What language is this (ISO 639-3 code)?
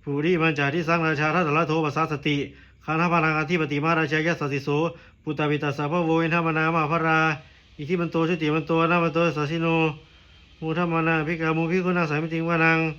pli